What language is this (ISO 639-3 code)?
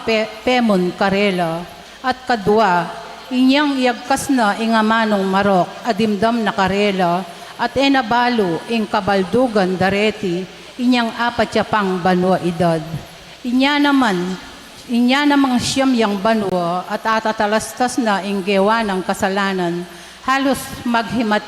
pam